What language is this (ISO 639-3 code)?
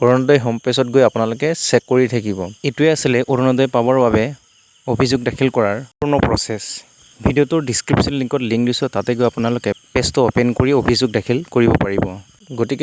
asm